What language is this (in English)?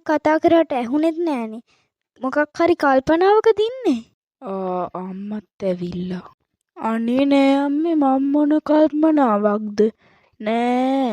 Sinhala